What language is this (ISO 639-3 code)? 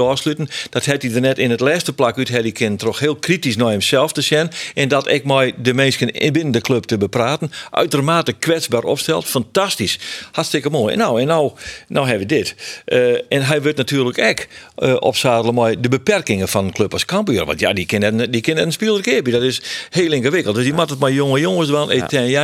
fry